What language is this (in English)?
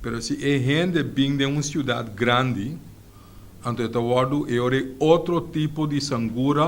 Papiamento